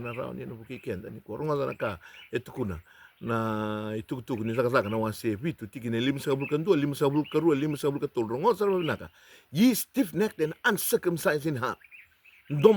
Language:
Fijian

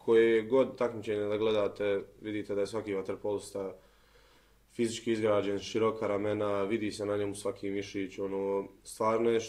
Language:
Bosnian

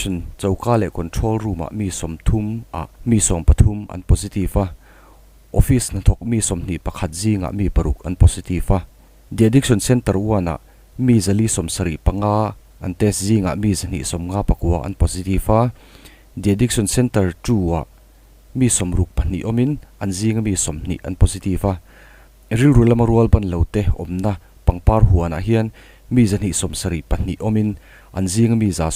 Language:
Mizo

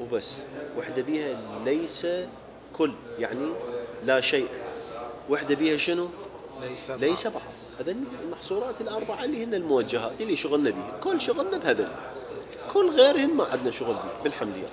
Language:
Mesopotamian Arabic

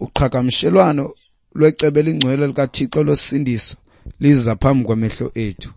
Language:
Xhosa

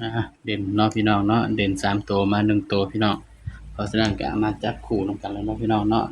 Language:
Northeastern Thai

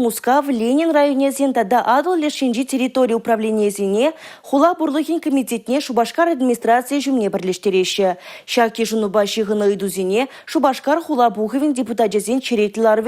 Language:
Chuvash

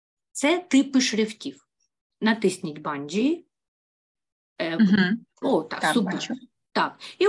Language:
Ukrainian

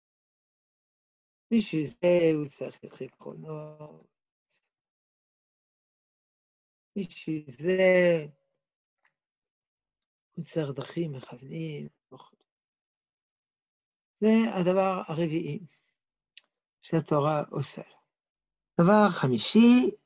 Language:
Hebrew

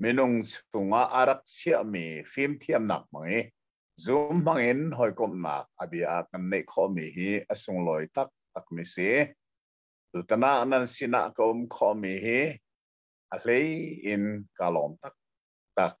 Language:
Hakha Chin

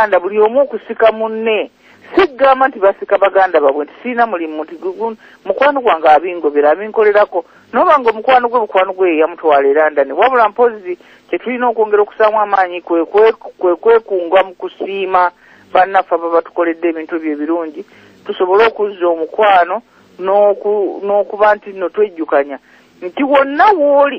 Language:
Ganda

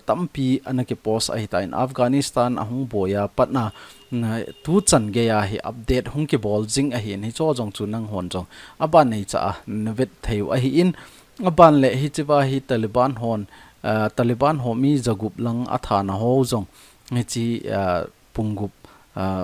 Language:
Thado Chin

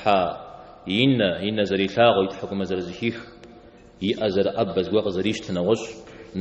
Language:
Kabardian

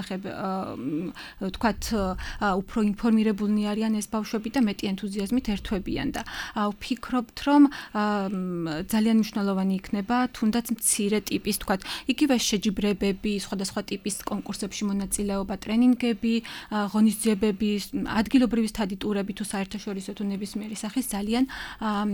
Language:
Georgian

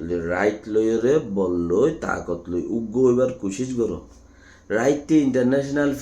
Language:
Rohingya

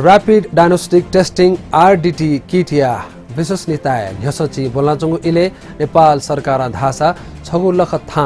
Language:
Newari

